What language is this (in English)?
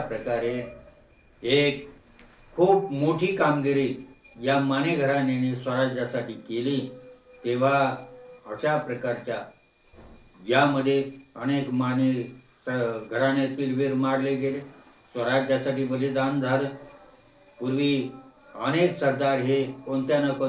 Marathi